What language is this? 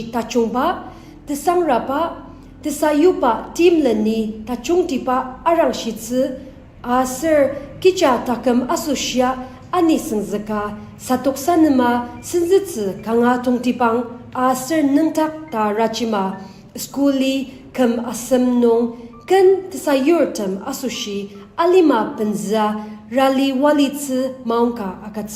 Ao Naga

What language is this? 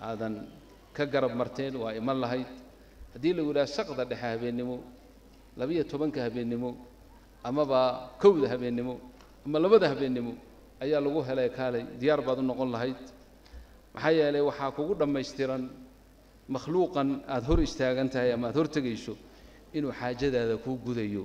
Somali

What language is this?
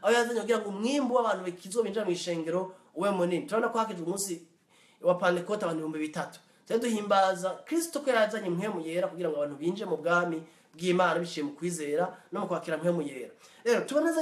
Rundi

